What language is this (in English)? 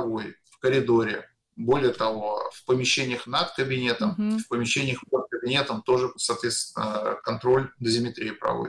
Russian